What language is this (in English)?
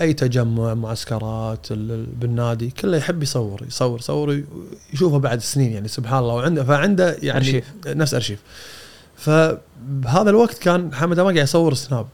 Gulf Arabic